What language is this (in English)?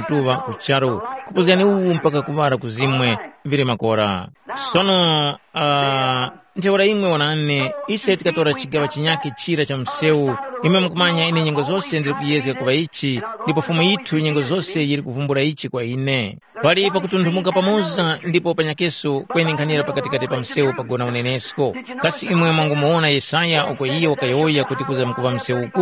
Tumbuka